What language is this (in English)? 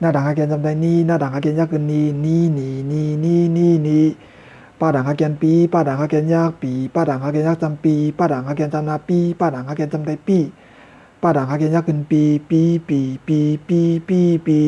Shan